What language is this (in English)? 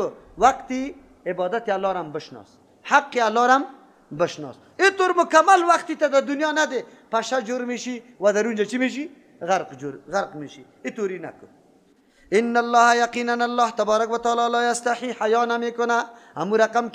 Persian